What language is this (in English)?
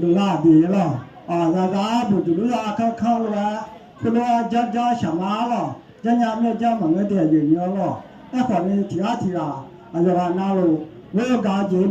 Akha